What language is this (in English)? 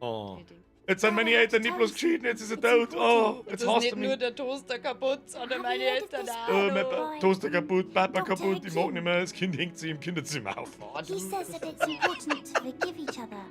Bavarian